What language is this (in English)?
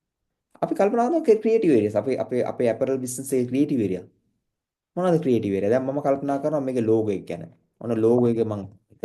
Sinhala